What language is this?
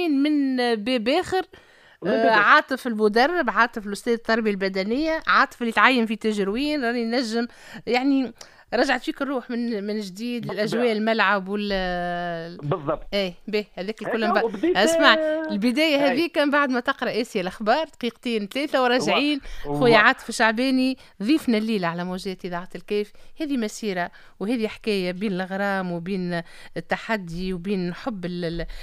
Tunisian Arabic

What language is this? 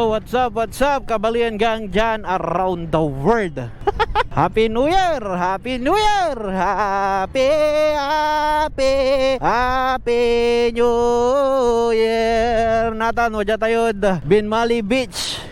Pangasinan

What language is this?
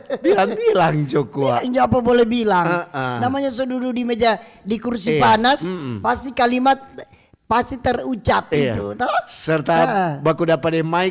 Manado Malay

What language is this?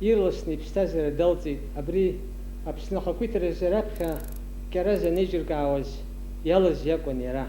Abkhazian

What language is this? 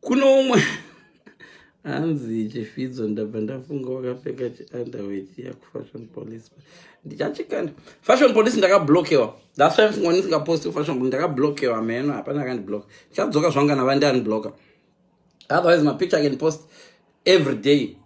Shona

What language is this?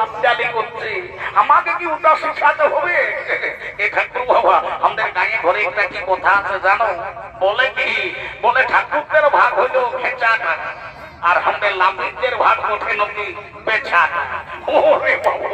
Bangla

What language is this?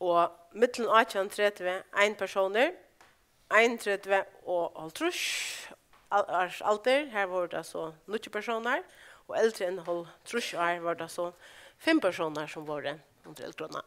Faroese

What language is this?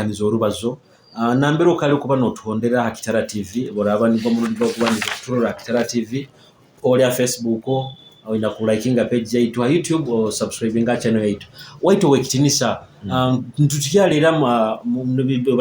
Nyoro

